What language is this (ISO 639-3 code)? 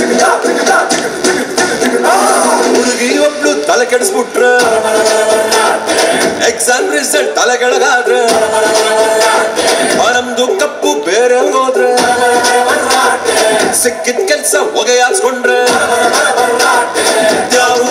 kan